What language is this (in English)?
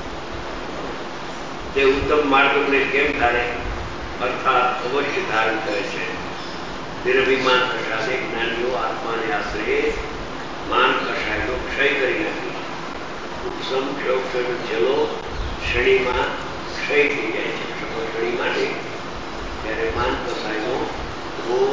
Gujarati